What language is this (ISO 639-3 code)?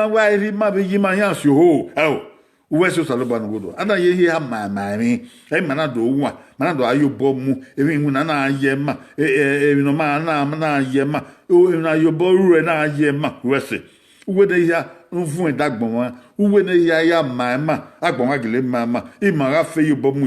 bin